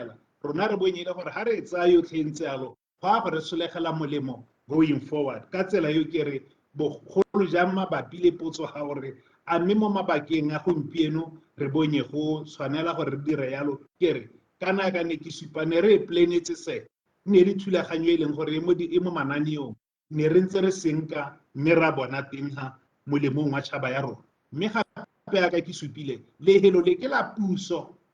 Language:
Tswana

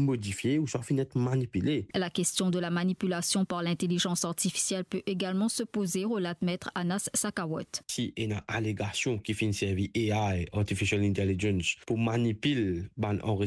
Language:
Morisyen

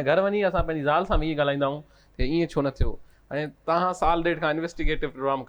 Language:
Sindhi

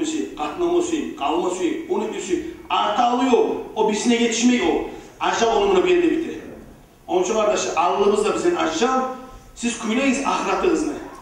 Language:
Kumyk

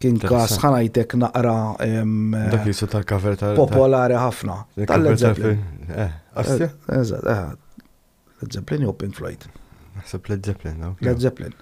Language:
Maltese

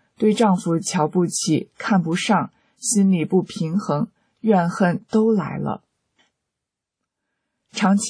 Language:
Chinese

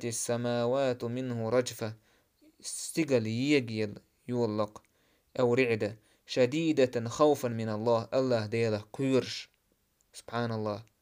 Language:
Chechen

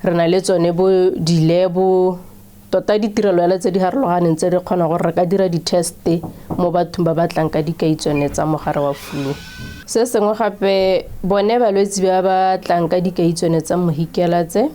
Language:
Tswana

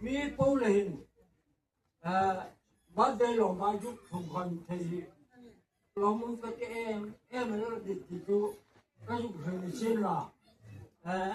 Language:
Hmar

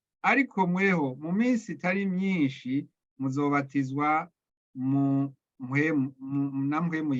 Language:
Rundi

